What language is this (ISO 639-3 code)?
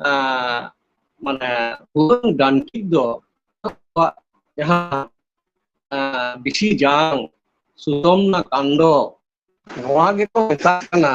sat